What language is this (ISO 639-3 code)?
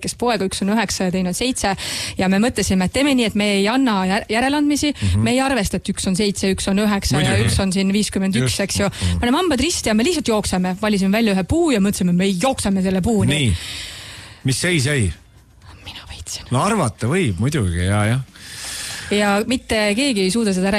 est